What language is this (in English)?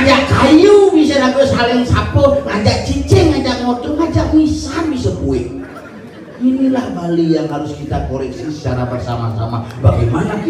Balinese